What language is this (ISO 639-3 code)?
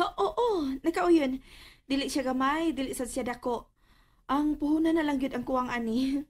ceb